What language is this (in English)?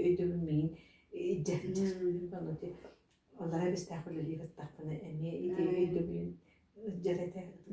Yakut